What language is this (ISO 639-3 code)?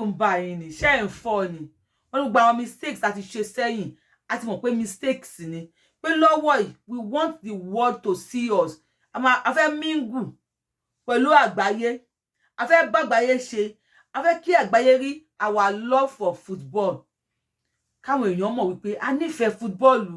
yor